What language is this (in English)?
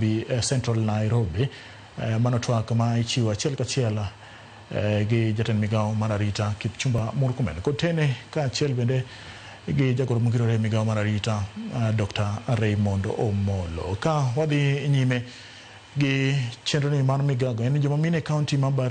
Luo (Kenya and Tanzania)